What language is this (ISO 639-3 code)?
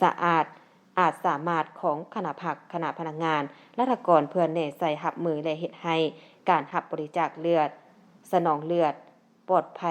lao